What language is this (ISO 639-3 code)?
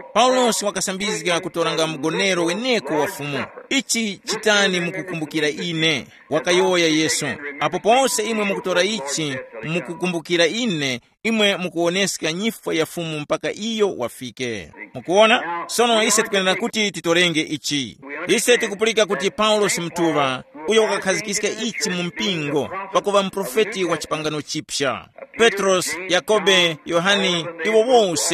tum